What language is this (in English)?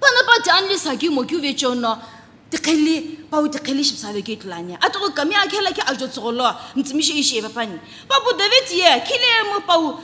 Sumi Naga